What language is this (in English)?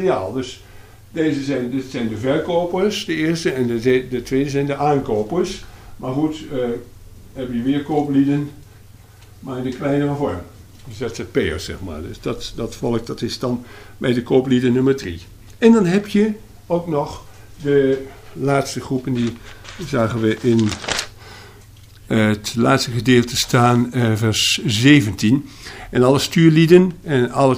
Dutch